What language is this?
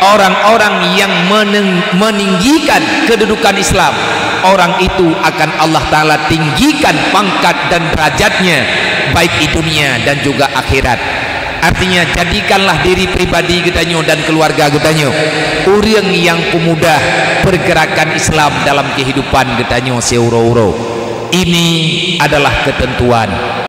Achinese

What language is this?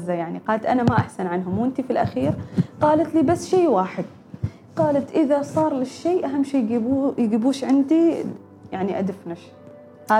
Gulf Arabic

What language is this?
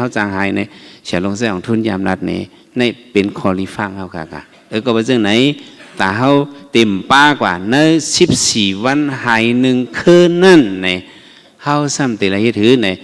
Shan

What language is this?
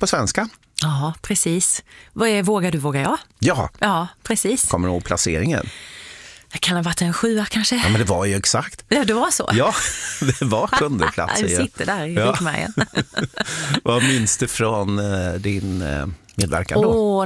Swedish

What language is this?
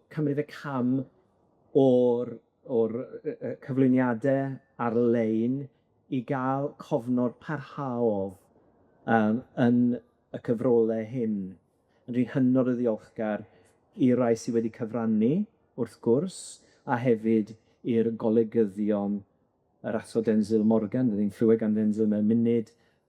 Welsh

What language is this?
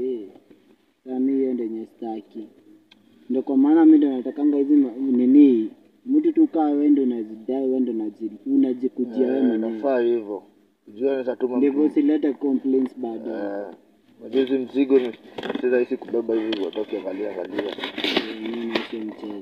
Swahili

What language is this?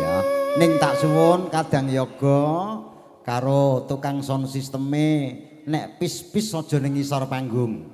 Javanese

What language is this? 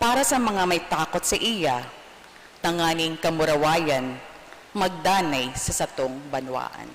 Bikol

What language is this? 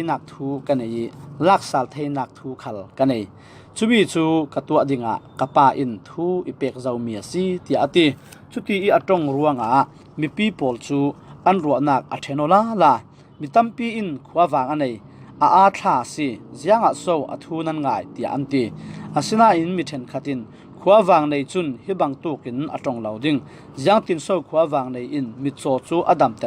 Falam Chin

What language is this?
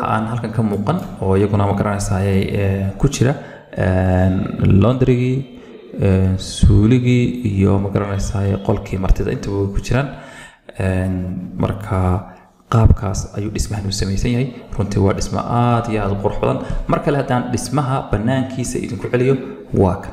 Somali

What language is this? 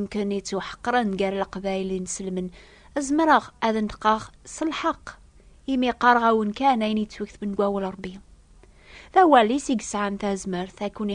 Kabyle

